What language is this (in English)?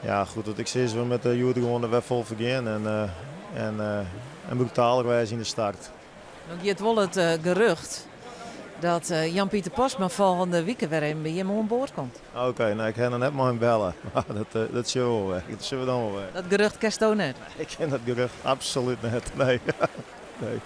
Western Frisian